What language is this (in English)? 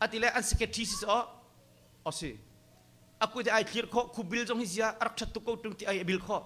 Hakha Chin